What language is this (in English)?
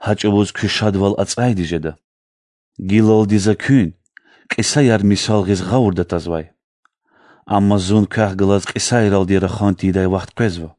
Lezghian